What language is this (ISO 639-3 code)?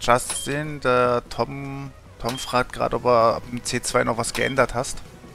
deu